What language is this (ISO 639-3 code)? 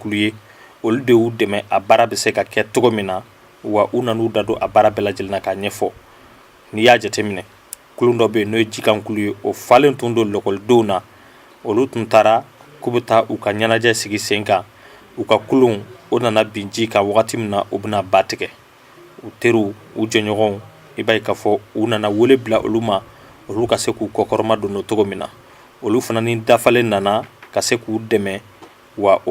bam